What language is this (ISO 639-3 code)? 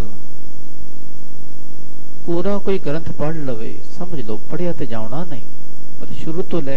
pan